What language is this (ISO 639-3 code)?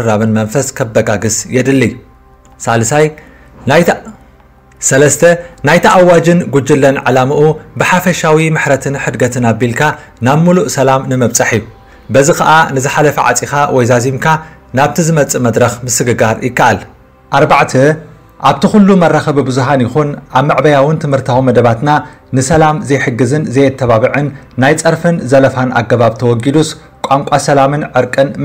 tir